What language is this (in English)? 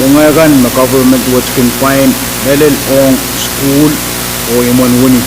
Pohnpeian